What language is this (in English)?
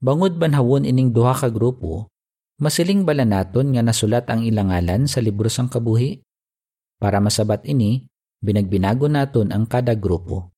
Hiligaynon